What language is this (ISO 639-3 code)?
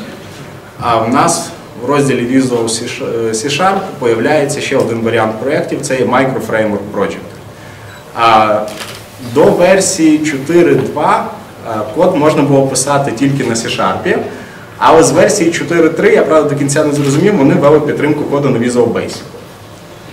ukr